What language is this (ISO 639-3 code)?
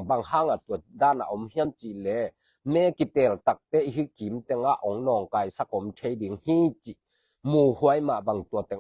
ctd